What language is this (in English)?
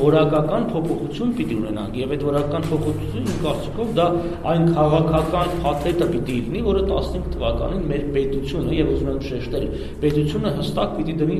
Armenian